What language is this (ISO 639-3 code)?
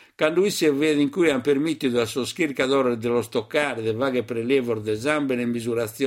srd